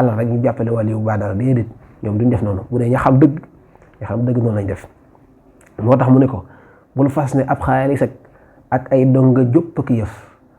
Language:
Wolof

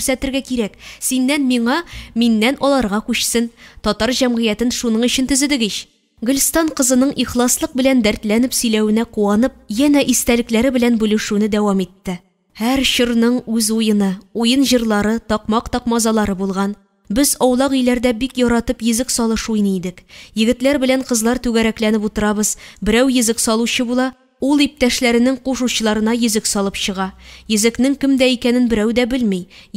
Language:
Tatar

